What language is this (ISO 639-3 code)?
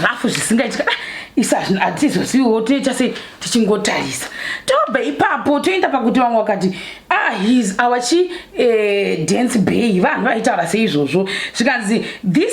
sna